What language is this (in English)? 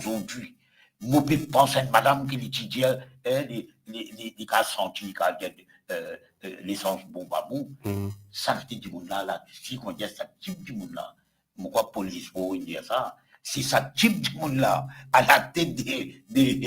Morisyen